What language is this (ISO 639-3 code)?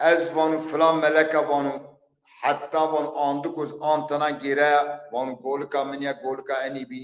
zza